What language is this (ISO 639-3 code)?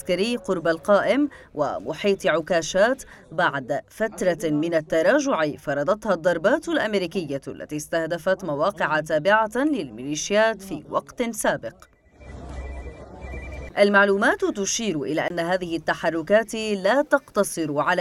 ara